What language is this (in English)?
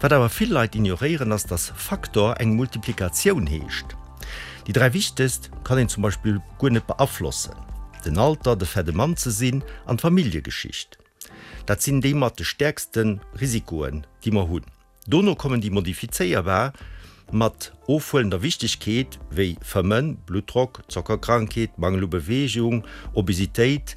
Luxembourgish